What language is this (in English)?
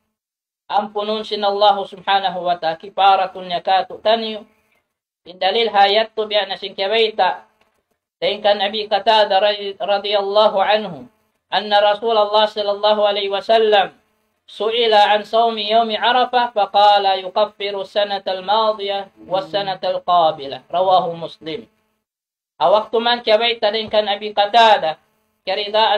Tausug